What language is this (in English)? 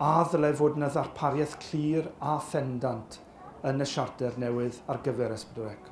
Welsh